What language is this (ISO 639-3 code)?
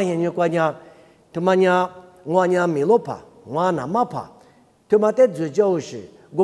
lis